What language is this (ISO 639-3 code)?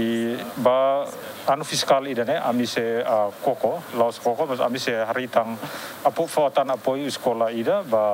tet